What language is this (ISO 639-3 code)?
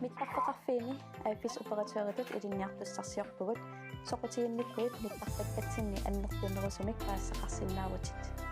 kal